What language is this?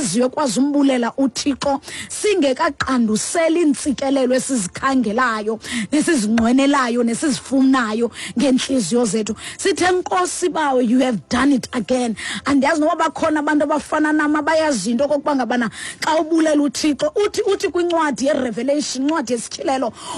Xhosa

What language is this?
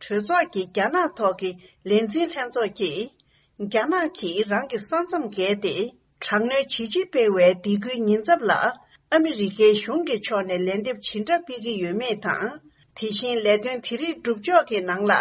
Tibetan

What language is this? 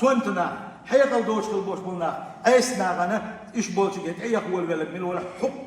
Chechen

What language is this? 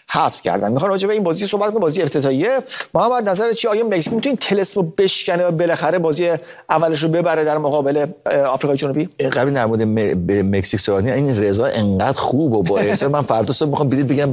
Persian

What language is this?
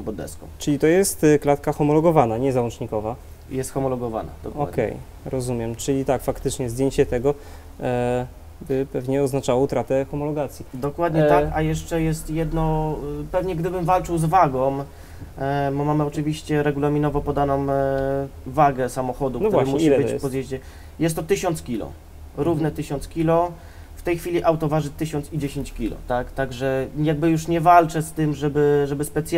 Polish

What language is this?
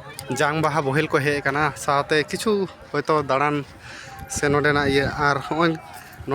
Santali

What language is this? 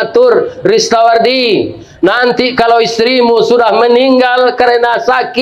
Minangkabau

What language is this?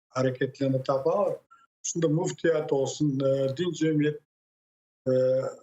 Crimean Tatar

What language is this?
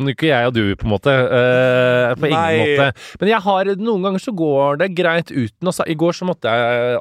Norwegian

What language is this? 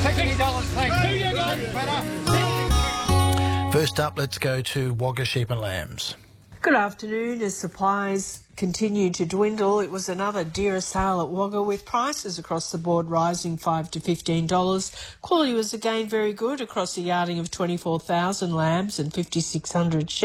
English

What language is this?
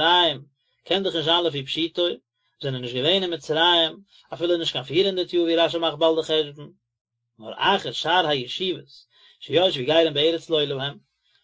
Yiddish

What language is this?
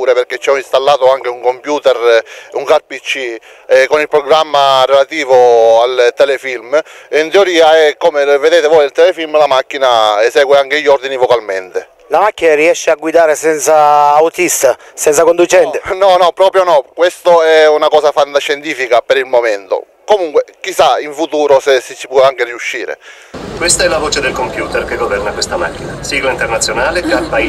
Italian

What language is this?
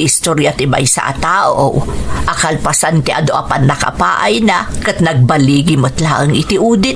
Iloko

